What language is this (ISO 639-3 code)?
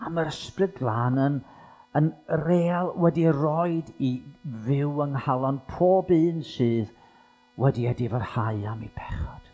cym